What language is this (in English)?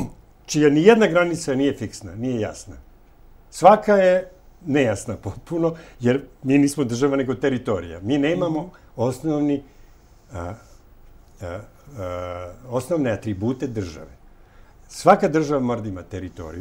Serbian